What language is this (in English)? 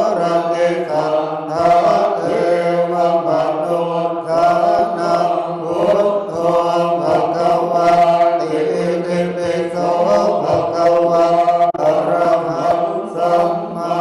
Pali